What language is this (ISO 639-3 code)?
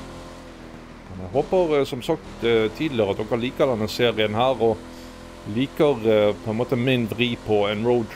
nor